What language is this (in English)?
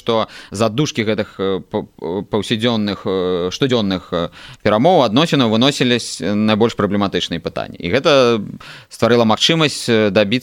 Belarusian